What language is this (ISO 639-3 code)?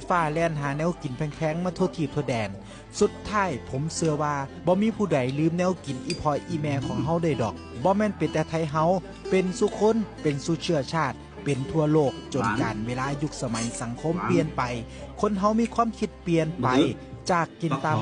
lao